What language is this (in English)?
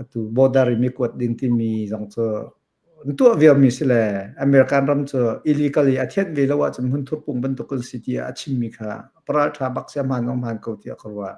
Hakha Chin